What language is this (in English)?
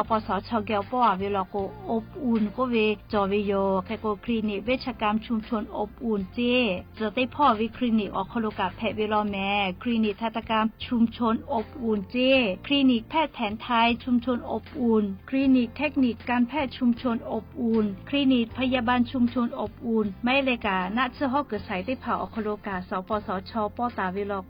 Lahu